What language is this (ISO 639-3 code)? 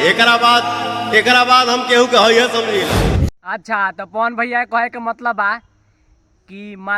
bho